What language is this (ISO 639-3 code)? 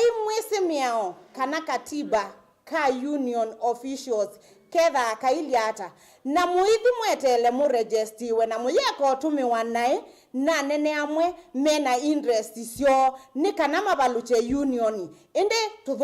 kam